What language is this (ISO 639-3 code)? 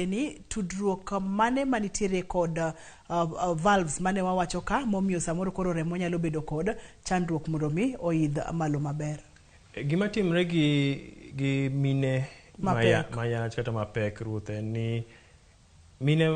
luo